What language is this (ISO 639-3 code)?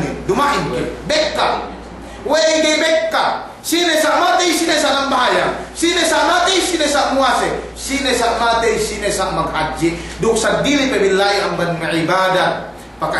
yka